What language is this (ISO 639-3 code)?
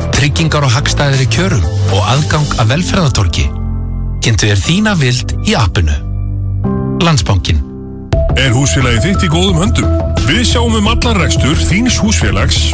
isl